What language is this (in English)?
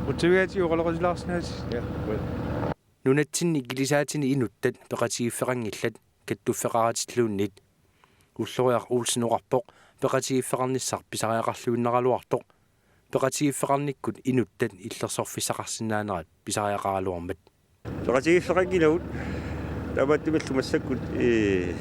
Kalaallisut